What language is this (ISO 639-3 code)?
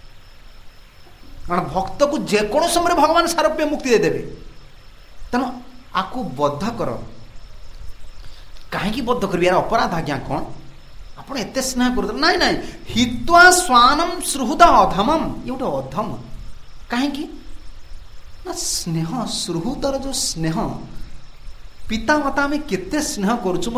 ori